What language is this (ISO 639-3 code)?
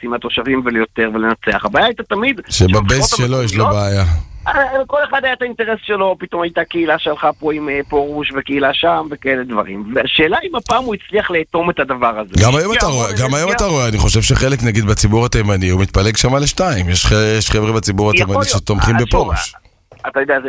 heb